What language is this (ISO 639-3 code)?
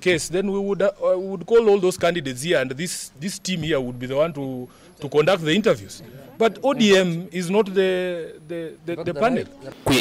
kam